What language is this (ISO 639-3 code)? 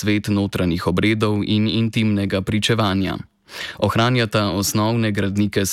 slv